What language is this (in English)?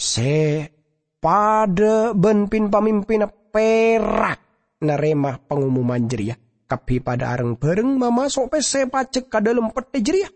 Madurese